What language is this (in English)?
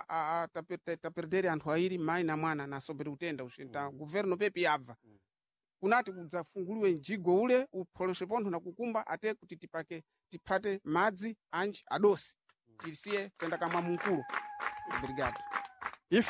Sena